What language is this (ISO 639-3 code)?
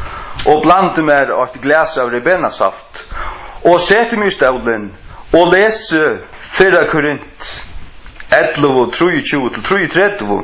fao